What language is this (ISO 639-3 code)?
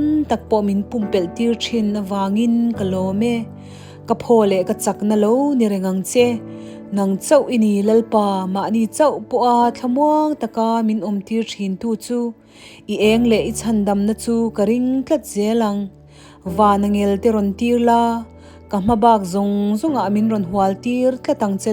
lus